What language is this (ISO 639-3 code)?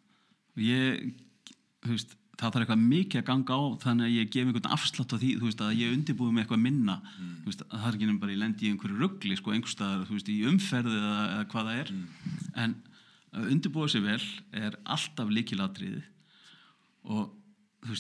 isl